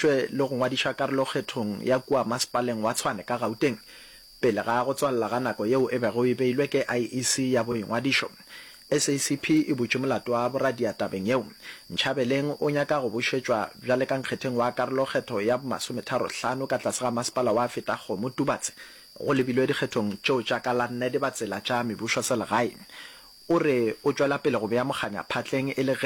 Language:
Northern Sotho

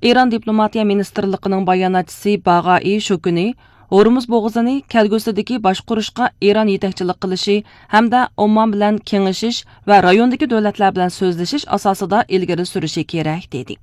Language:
Uyghur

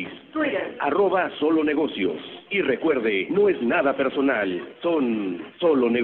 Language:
Spanish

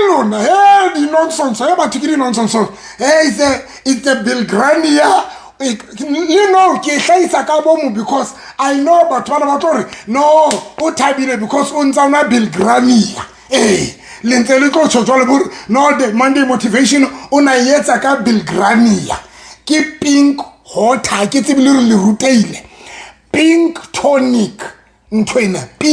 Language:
Southern Sotho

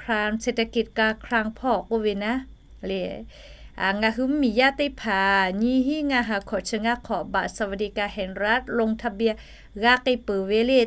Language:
Lahu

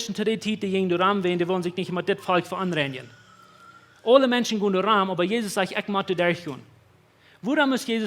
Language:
Plautdietsch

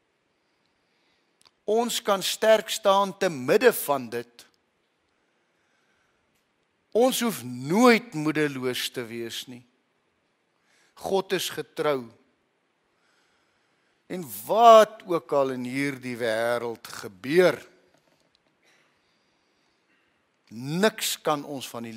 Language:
Afrikaans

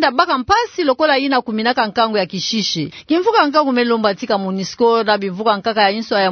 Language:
Kituba (Democratic Republic of Congo)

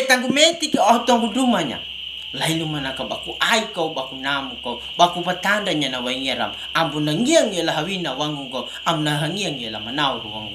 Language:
Kambera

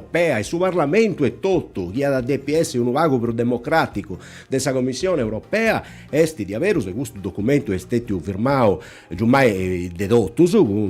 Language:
Sardinian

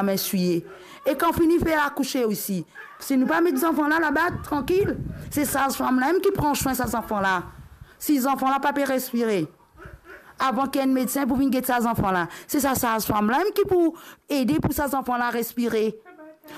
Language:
Morisyen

